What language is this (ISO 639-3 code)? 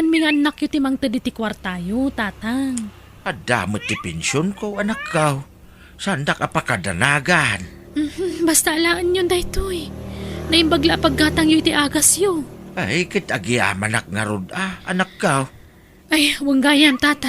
ilo